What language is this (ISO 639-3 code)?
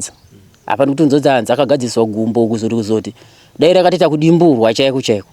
sna